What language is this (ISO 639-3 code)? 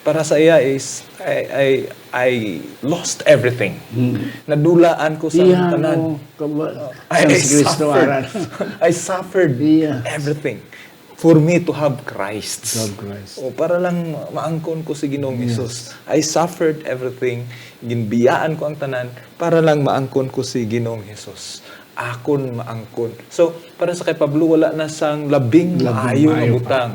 hil